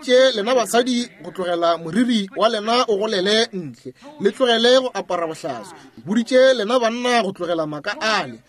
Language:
Northern Sotho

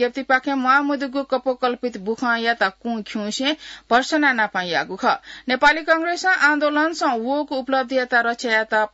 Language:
Newari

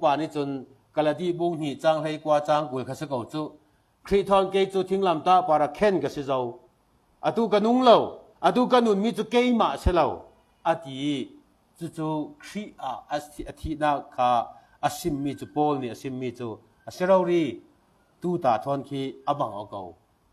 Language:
Falam Chin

